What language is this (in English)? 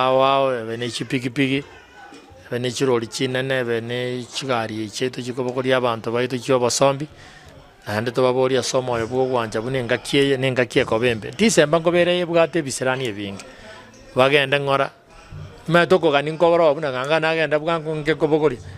Gusii